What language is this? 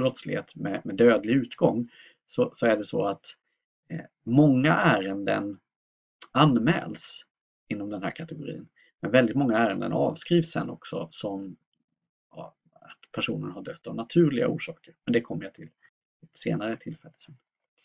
Swedish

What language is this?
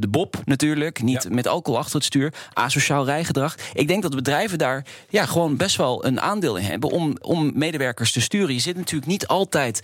Dutch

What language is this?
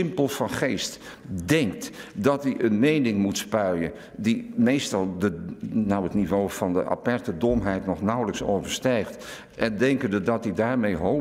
Dutch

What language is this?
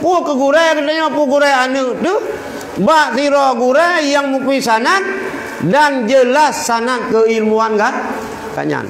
Achinese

